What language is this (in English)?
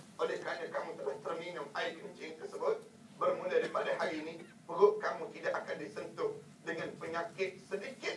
Malay